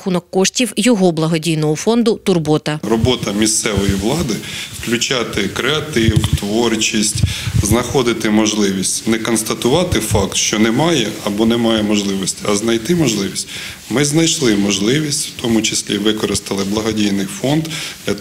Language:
Ukrainian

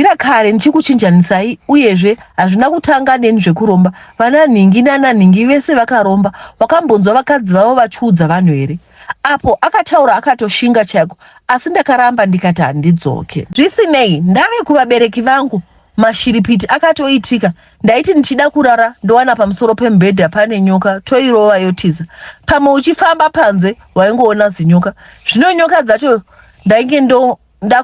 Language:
Shona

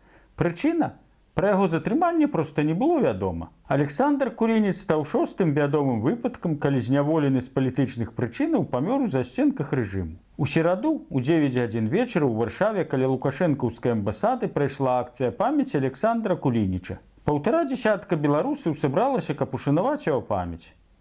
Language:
Belarusian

